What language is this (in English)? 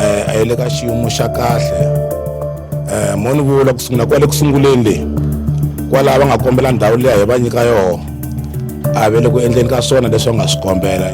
Tsonga